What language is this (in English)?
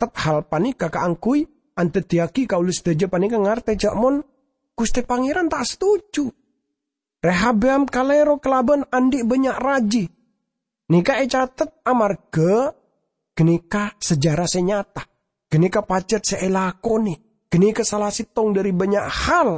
Madurese